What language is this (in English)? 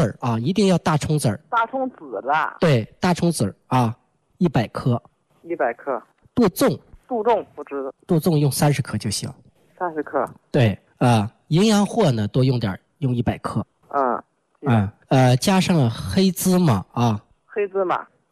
Chinese